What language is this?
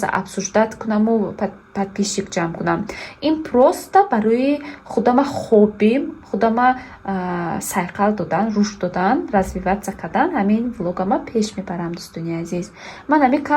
Tajik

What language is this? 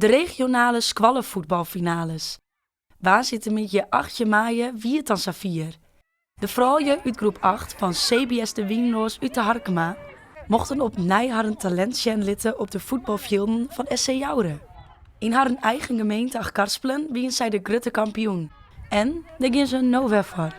Western Frisian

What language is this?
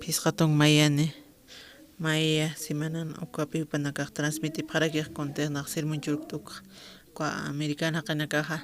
Aymara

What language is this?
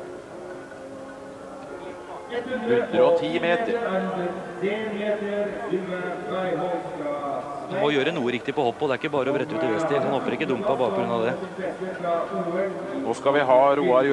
Norwegian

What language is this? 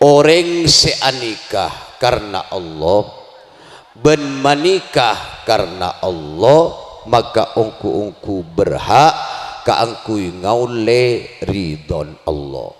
Madurese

